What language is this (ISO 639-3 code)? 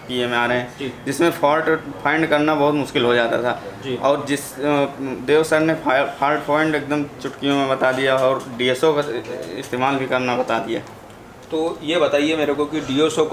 hin